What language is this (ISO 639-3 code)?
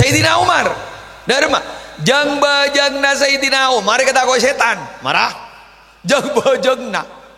mad